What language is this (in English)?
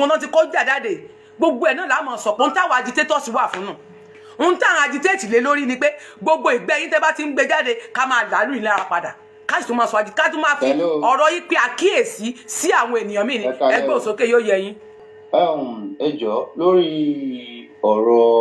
Yoruba